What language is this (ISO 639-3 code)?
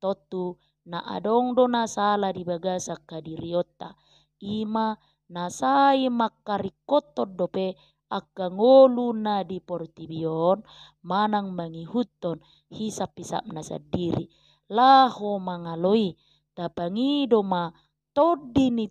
bbc